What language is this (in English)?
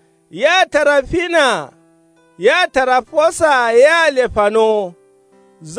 Kanuri